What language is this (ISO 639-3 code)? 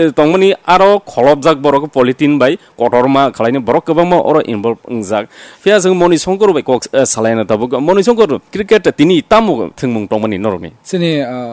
trp